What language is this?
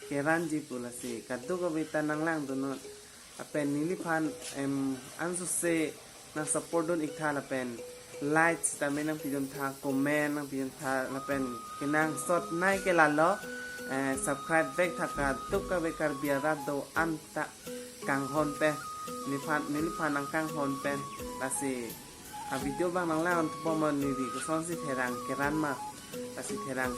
Karbi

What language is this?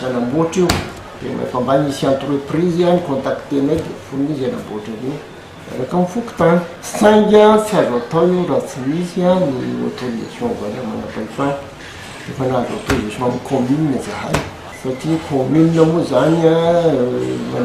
Malagasy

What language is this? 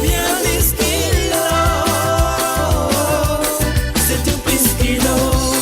Morisyen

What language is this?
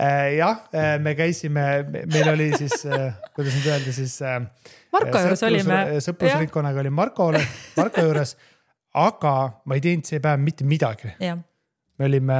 Estonian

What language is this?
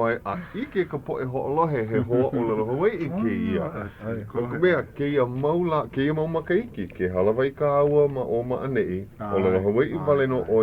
Hawaiian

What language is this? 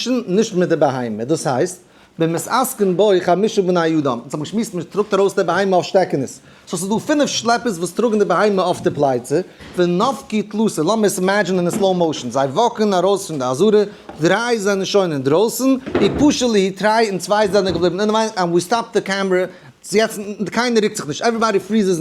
Yiddish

